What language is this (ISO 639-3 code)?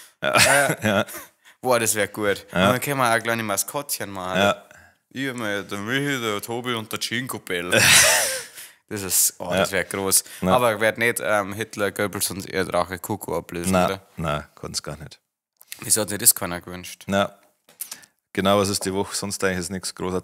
bar